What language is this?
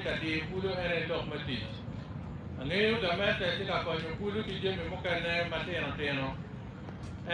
Acoli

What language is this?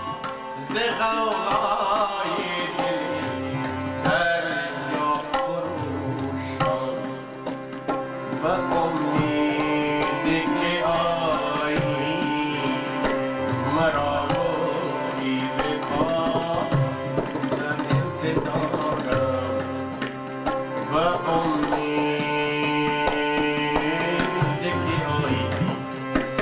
Persian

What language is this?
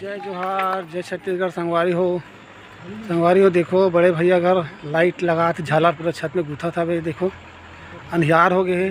Chhattisgarhi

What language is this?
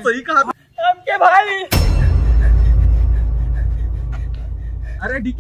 Hindi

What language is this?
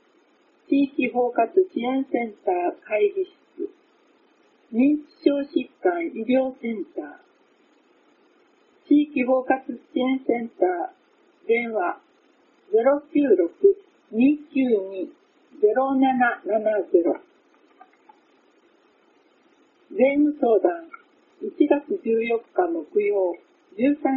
Japanese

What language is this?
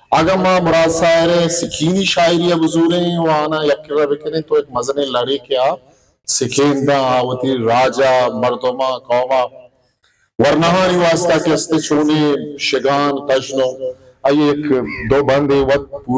Baluchi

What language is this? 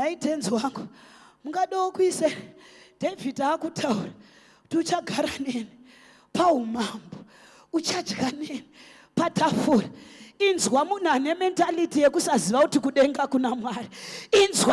Shona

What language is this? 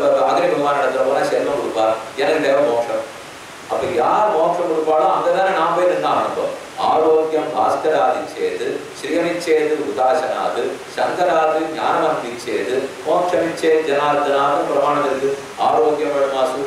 Tamil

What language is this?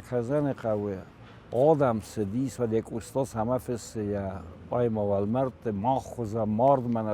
Ossetic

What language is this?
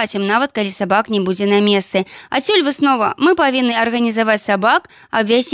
Belarusian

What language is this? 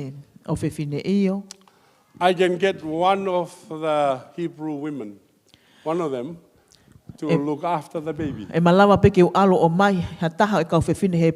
Tongan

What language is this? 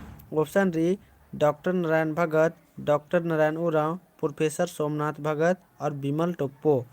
Kurukh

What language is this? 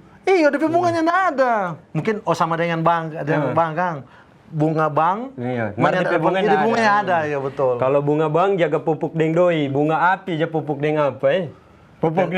Manado Malay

